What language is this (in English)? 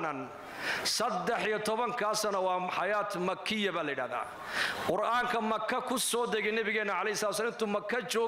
Somali